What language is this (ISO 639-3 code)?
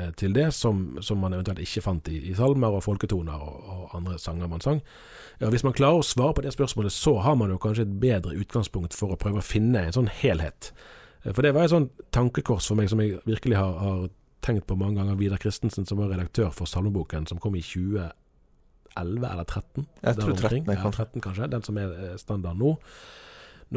nor